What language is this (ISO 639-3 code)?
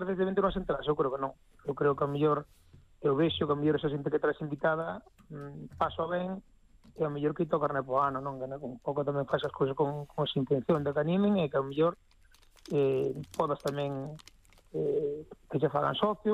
glg